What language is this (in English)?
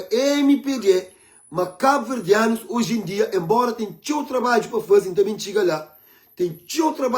Kabuverdianu